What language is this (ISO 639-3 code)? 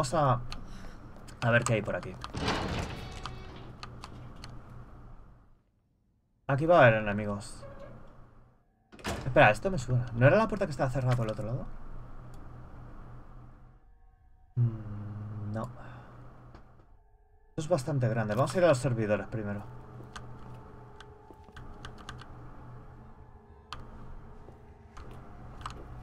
spa